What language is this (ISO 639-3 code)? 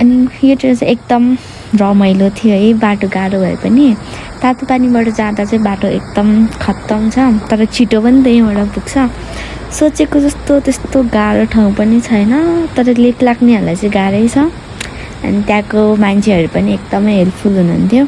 nep